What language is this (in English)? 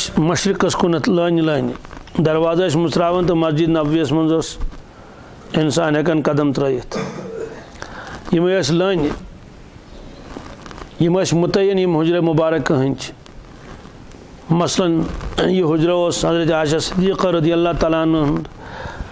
Kashmiri